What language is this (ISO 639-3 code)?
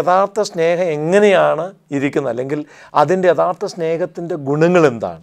mal